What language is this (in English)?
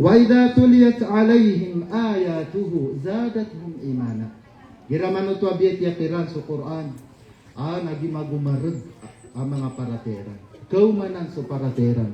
Maranao